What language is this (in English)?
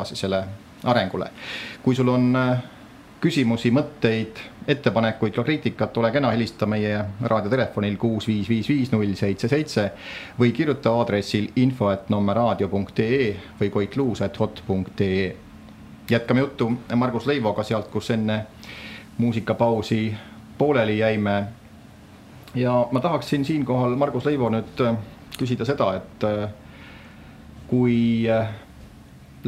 Estonian